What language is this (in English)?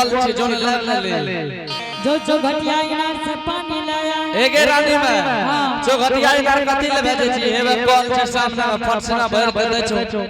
Angika